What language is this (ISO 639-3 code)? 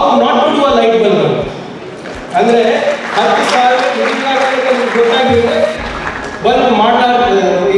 kan